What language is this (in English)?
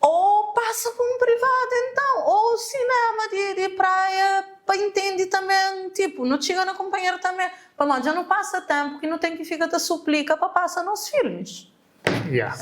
Kabuverdianu